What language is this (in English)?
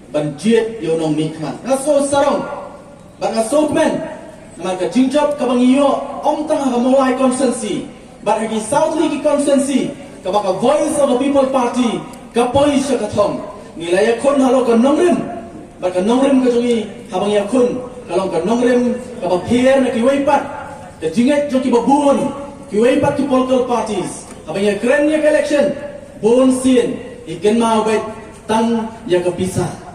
Khasi